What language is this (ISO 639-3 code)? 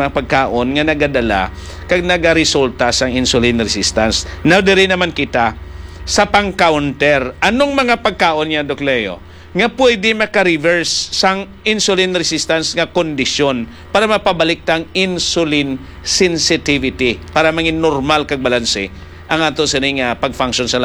hil